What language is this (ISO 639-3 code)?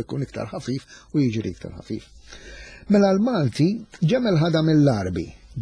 mlt